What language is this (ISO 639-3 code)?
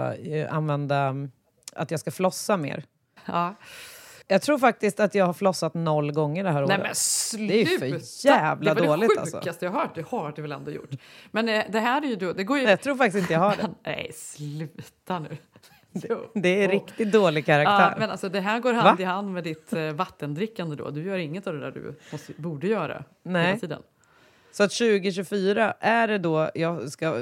swe